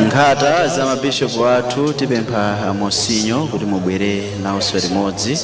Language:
Nyanja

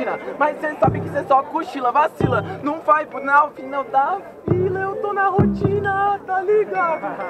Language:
Portuguese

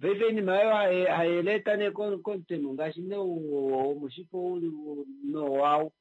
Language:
Kuanyama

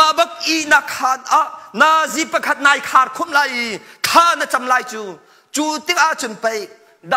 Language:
Hakha Chin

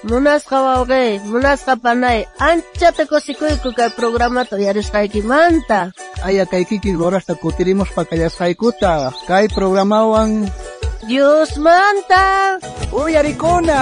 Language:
South Bolivian Quechua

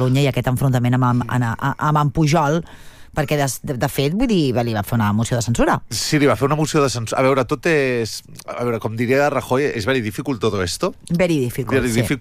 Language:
Catalan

